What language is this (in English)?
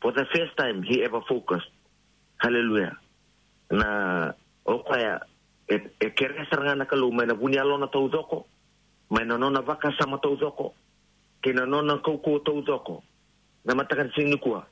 Fijian